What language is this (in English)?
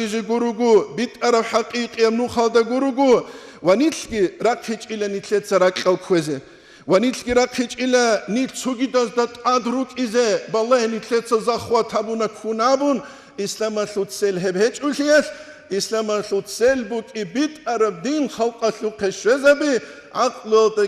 Avaric